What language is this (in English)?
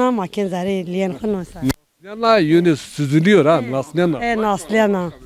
Zaza